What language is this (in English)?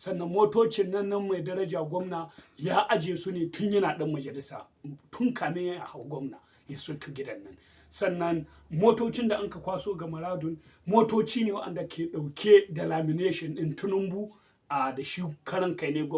Hausa